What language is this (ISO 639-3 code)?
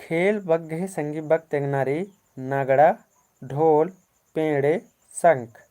kru